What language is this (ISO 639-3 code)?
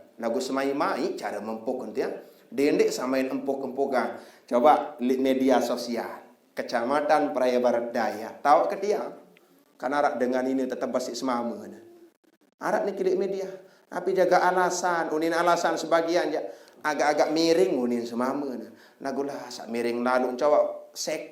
sas